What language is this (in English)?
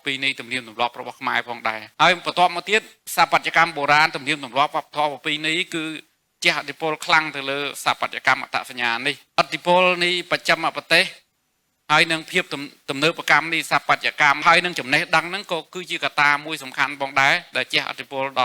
Khmer